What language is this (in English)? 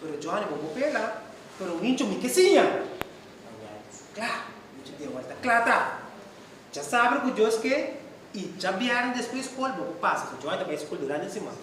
Papiamento